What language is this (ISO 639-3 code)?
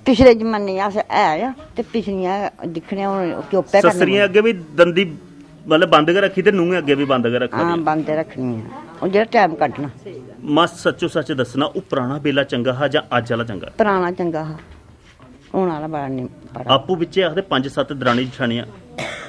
doi